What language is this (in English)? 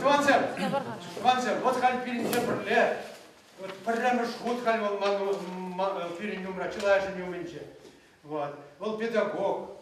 Chuvash